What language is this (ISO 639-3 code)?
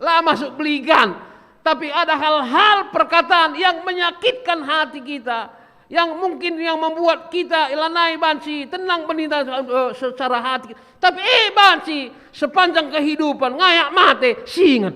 btx